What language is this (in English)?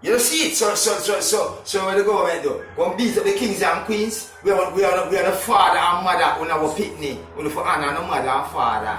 Jamaican Creole English